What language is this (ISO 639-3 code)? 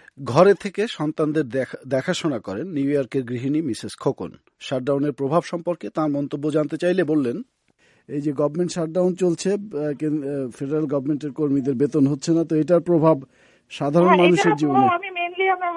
ben